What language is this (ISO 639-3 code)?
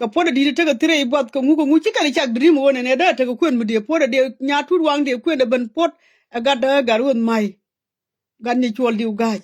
nus